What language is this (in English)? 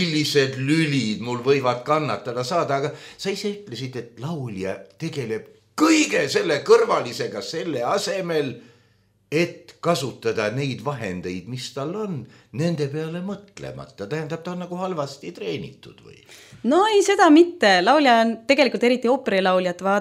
Estonian